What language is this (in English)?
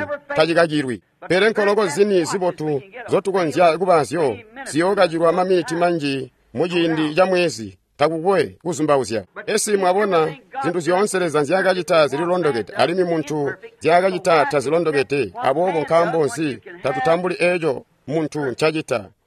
Tonga (Zambia)